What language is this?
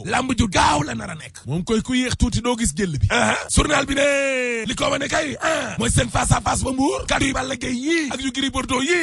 Wolof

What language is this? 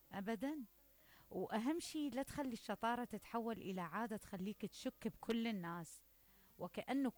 Mesopotamian Arabic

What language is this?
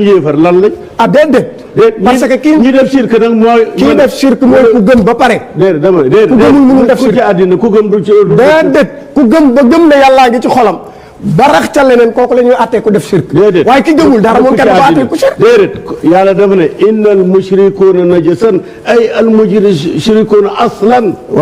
Wolof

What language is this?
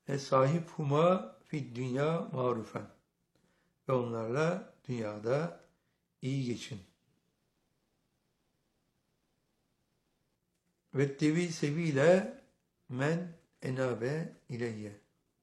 Turkish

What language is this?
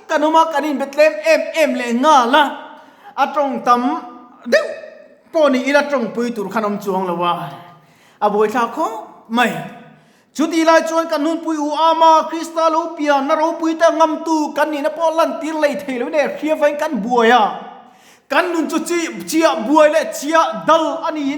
Mizo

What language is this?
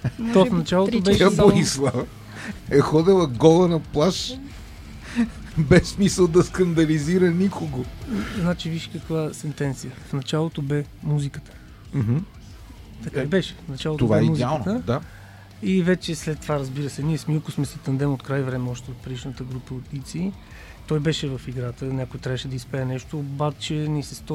Bulgarian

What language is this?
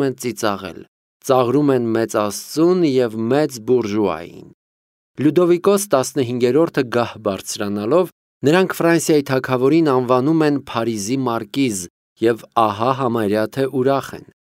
Armenian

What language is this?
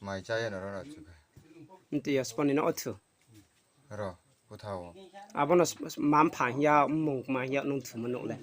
Riang (India)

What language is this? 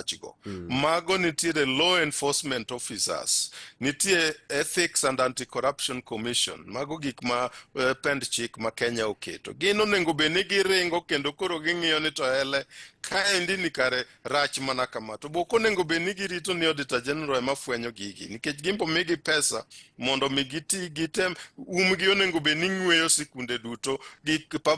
Luo (Kenya and Tanzania)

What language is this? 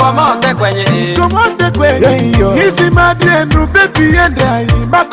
Ma'di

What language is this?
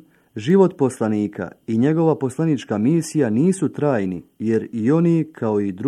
Bosnian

